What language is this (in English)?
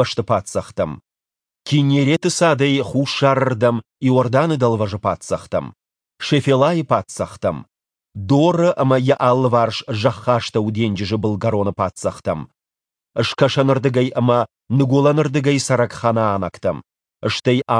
Ossetic